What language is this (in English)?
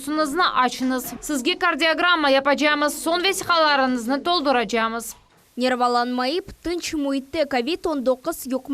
Crimean Tatar